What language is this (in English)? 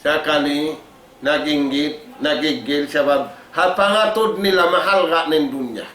Tausug